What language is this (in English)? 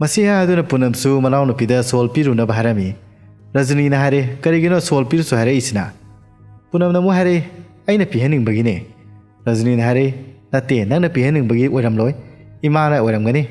Manipuri